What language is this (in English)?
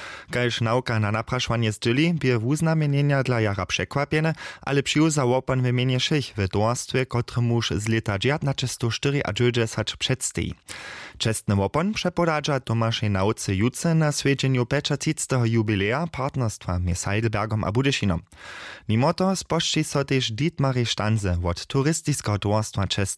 Upper Sorbian